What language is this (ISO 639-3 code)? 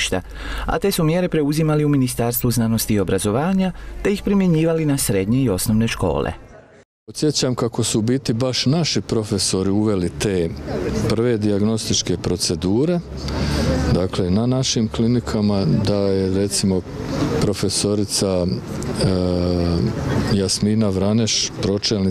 hrv